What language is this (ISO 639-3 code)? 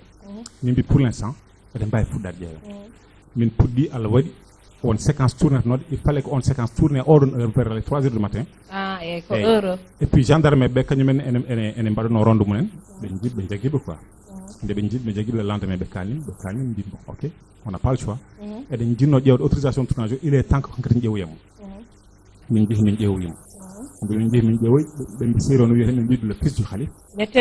ful